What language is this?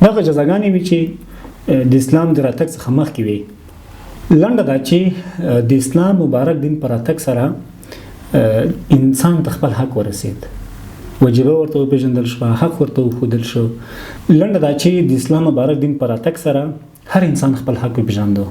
Pashto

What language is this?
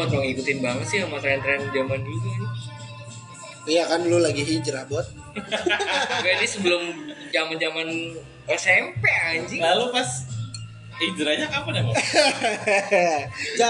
Indonesian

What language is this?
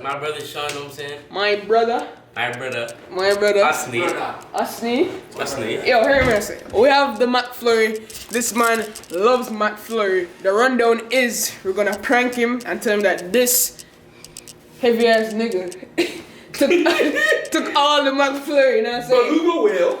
Jamaican Creole English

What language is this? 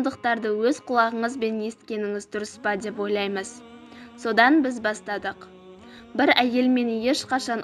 Kazakh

